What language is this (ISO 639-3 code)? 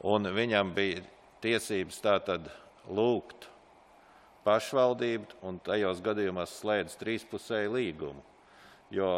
lav